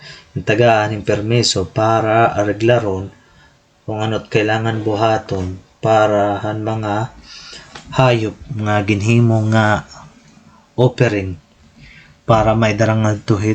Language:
Waray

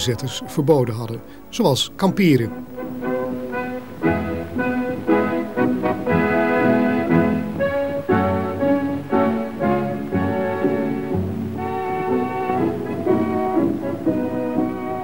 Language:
Dutch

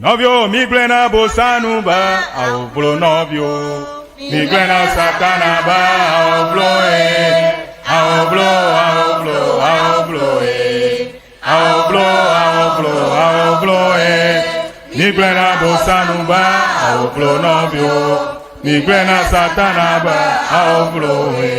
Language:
Ewe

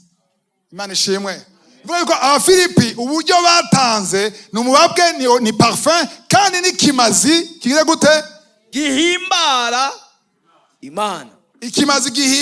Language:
Rundi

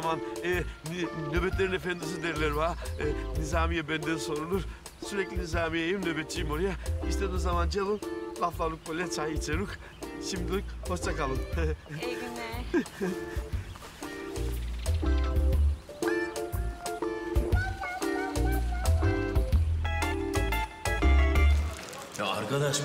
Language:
Turkish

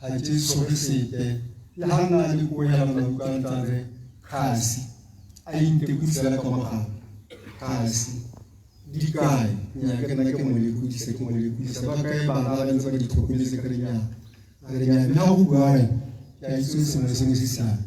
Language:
Tswana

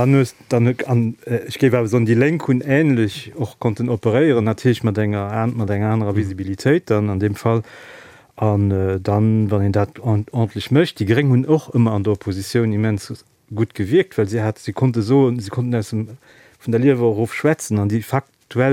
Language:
Luxembourgish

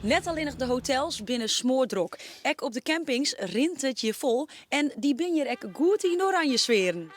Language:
Western Frisian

